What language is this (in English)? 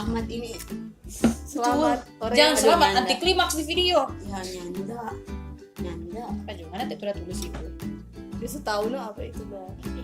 Manado Malay